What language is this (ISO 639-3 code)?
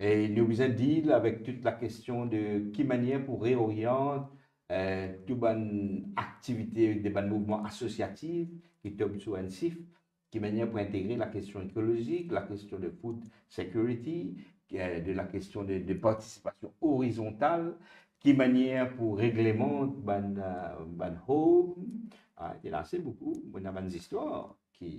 mfe